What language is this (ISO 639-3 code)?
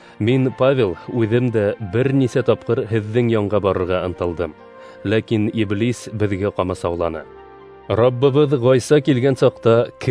bak